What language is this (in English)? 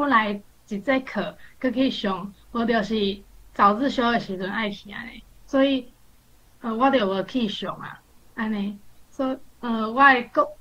Min Nan Chinese